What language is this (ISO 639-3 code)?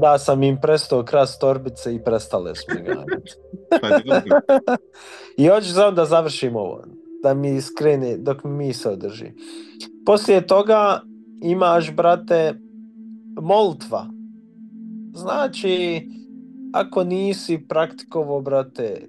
bos